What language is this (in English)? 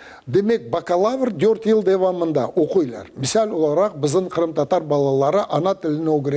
Crimean Tatar